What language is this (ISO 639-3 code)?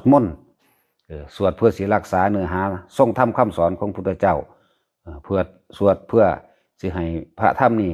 lao